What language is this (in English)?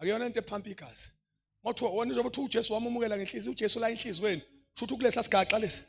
Zulu